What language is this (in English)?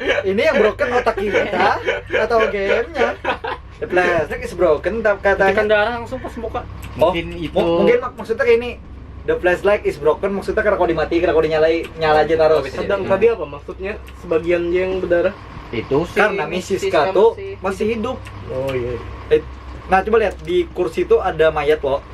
Banjar